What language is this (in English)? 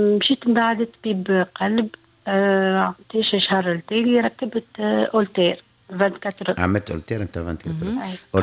Tunisian Arabic